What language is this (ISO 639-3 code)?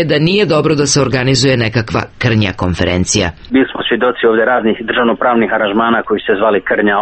srp